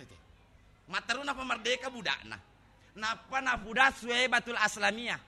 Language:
Buginese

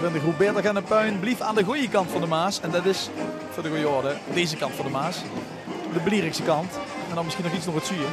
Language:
Limburgish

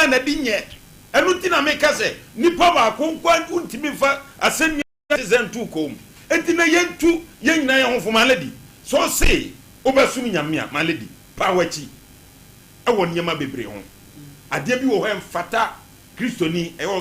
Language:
Akan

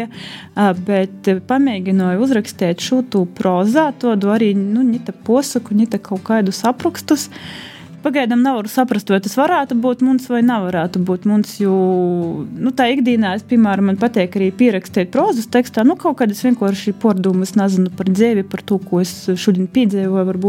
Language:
Latvian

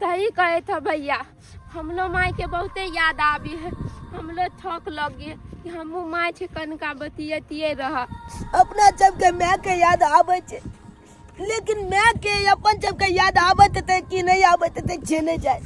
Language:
Maithili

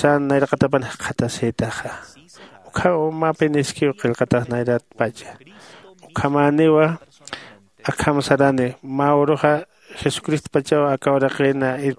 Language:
Aymara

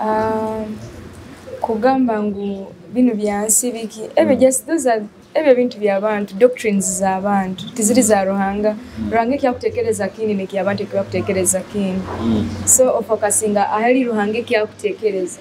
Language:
Nyoro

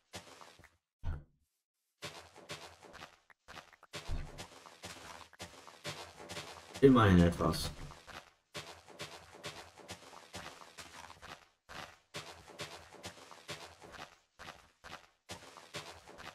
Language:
German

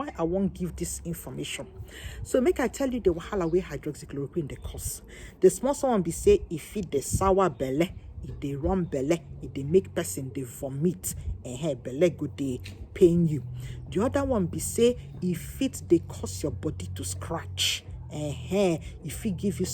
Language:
Nigerian Pidgin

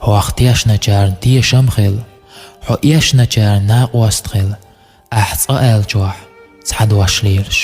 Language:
Chechen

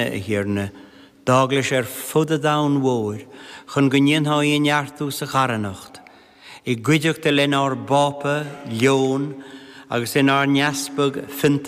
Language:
Irish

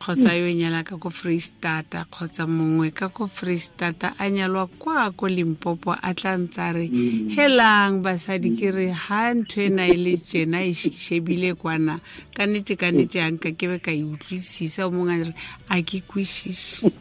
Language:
Tswana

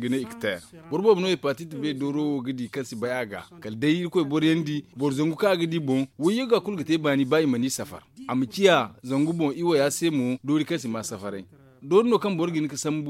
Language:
Zarma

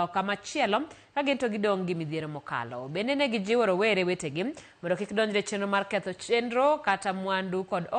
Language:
Luo (Kenya and Tanzania)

